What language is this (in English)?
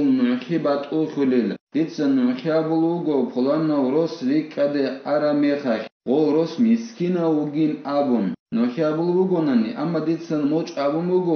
Avaric